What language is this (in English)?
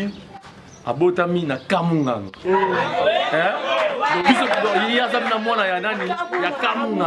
Lingala